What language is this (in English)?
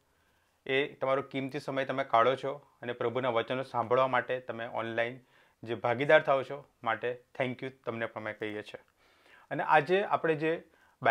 Gujarati